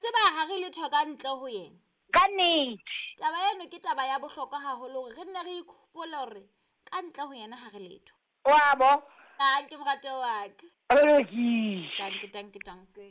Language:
Southern Sotho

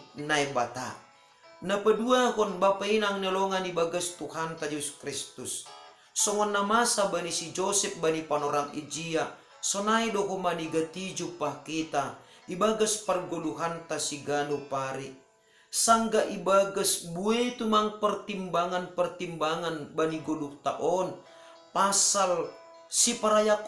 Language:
Batak Simalungun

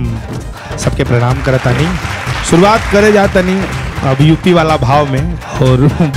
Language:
Bhojpuri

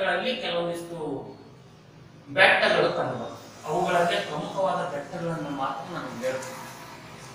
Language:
Kannada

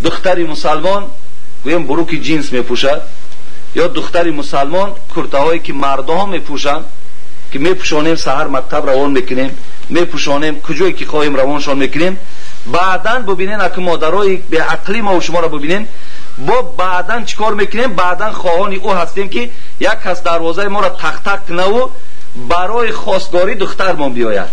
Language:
Tajik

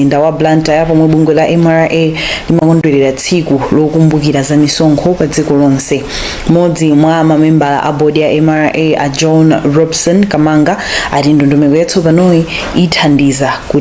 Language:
Nyanja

